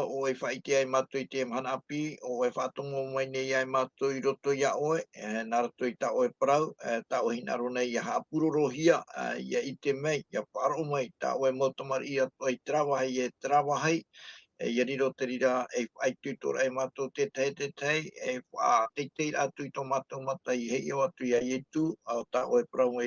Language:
Tahitian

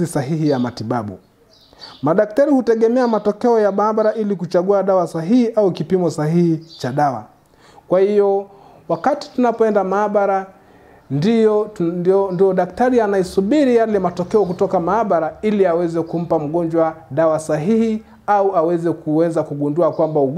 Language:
Swahili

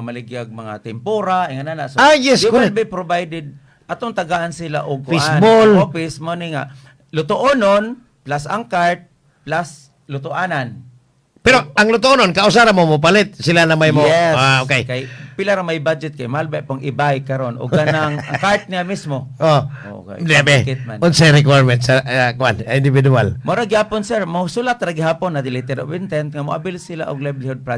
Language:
Cebuano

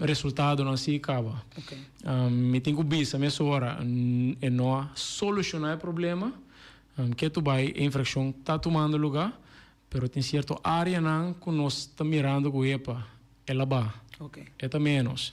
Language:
Papiamento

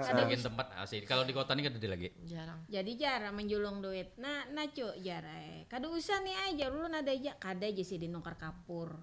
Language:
Banjar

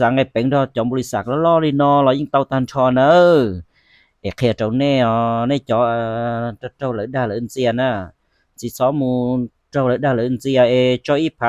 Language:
Hmong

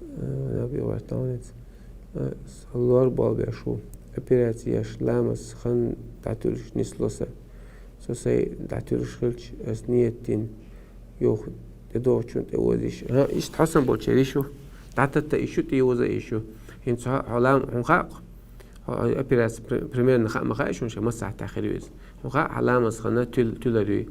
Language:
Chechen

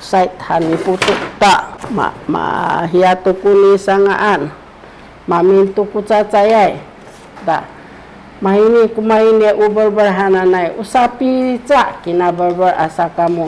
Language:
Sakizaya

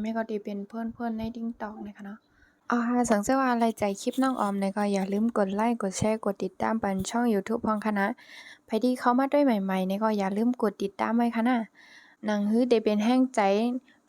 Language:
Shan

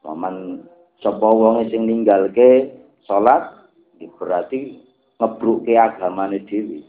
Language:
Javanese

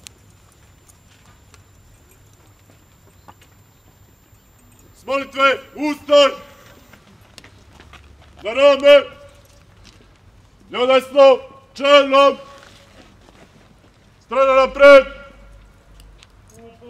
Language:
Croatian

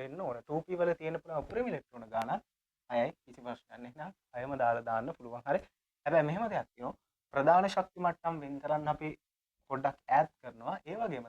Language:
Sinhala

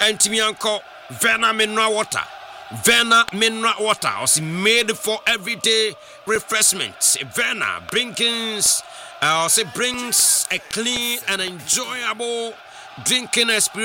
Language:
English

